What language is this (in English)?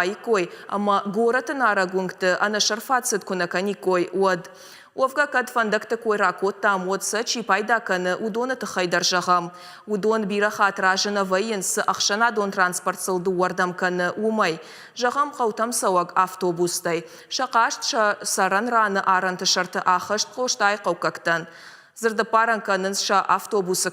Ossetic